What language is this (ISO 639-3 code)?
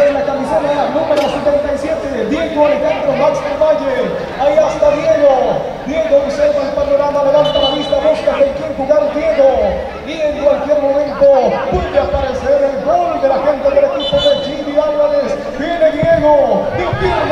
spa